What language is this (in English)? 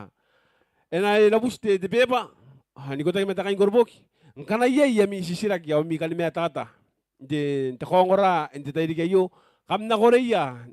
Gilbertese